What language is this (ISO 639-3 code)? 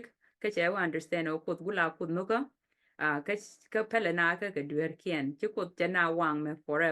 nus